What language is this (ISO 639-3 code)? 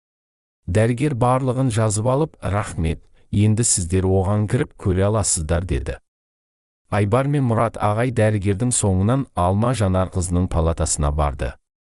kaz